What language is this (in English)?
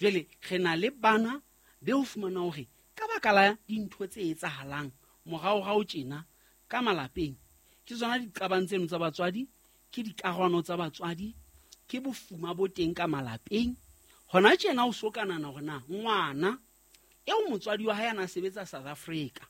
Southern Sotho